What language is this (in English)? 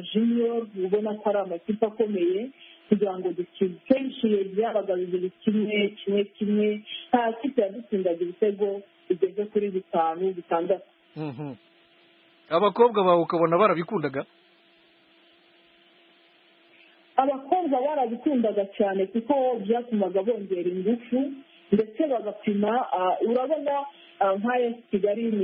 Kinyarwanda